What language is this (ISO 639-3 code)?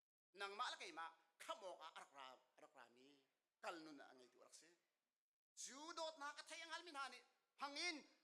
cnh